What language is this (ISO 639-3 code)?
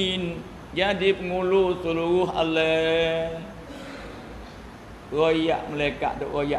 msa